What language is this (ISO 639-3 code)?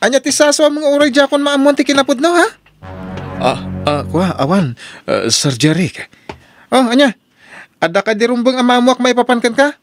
ilo